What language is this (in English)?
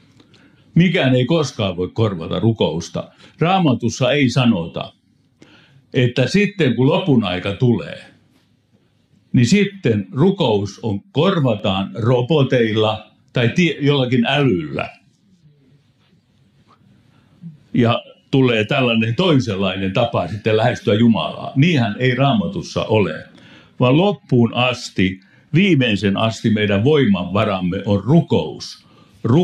Finnish